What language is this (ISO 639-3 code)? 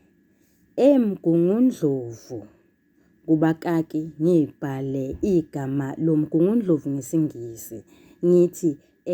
zul